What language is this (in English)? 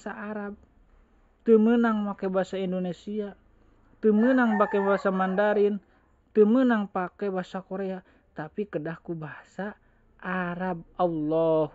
Sundanese